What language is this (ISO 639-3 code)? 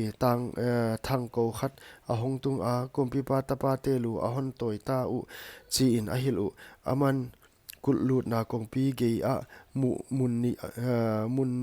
pck